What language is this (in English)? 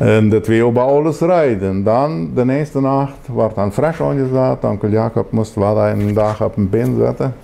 Plautdietsch